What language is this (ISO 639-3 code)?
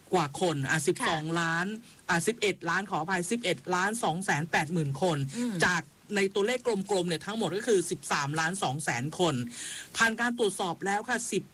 tha